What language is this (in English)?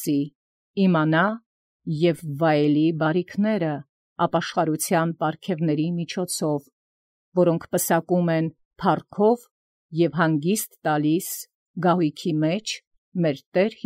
Armenian